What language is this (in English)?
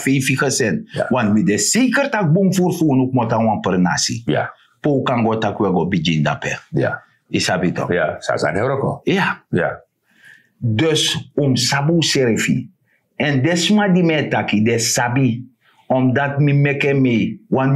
Sranan Tongo